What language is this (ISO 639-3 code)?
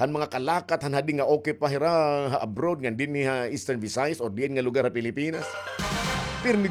war